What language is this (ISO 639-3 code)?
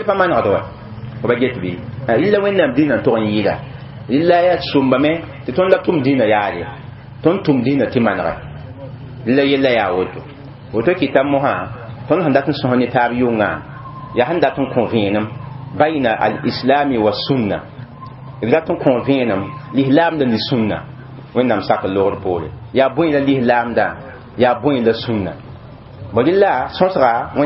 mos